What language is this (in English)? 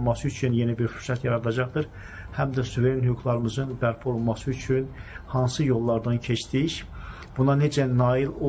Azerbaijani